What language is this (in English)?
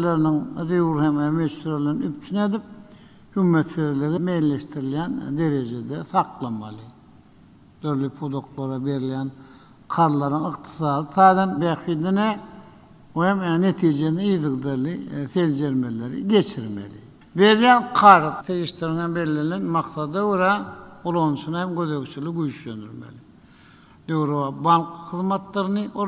Turkmen